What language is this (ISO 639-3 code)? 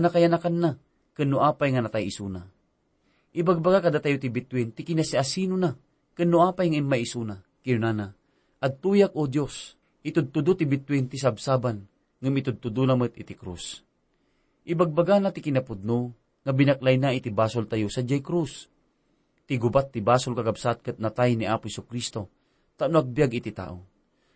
ilo